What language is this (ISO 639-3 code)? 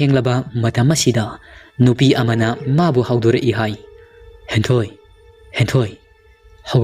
mni